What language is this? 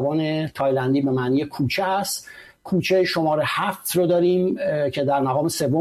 Persian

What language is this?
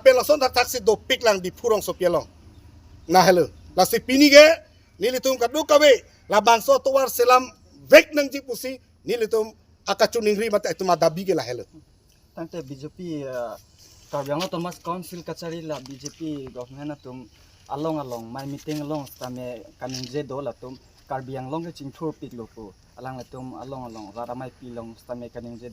Karbi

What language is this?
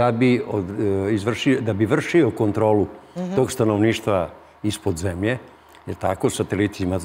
Serbian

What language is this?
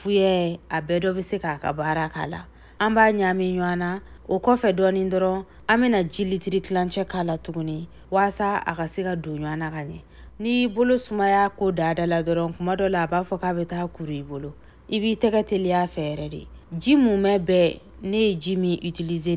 Bambara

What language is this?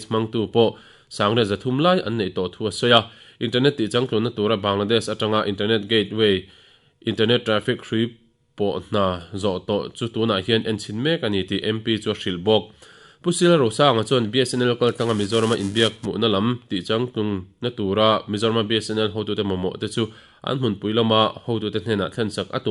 Mizo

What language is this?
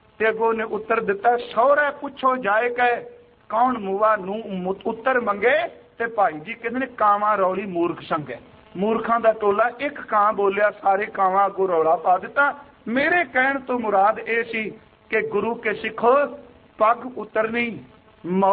Punjabi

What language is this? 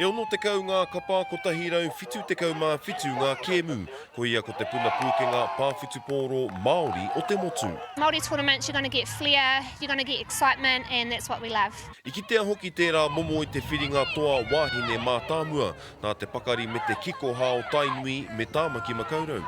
Māori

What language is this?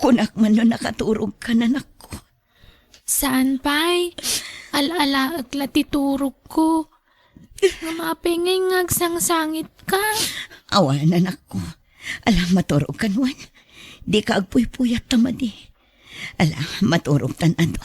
Iloko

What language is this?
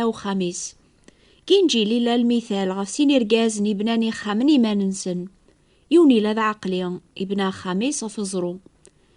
Kabyle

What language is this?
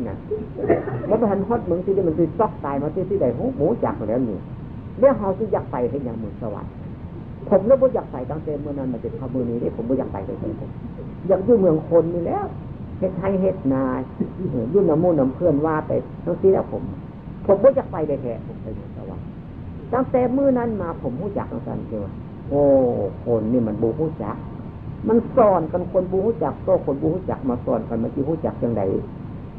Northeastern Thai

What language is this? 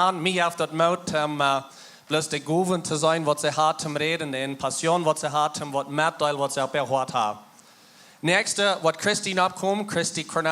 Plautdietsch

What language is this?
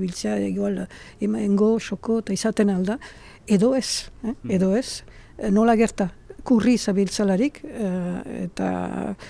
Basque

